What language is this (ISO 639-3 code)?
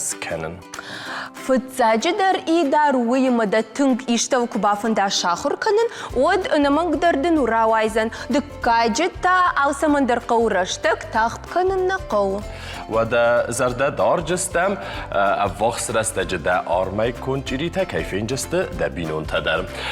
oss